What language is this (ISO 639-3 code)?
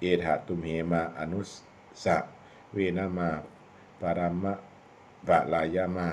pli